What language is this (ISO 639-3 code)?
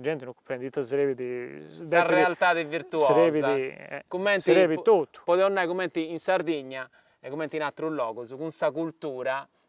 srd